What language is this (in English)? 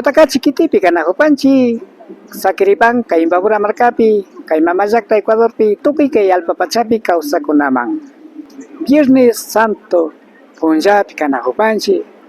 Imbabura Highland Quichua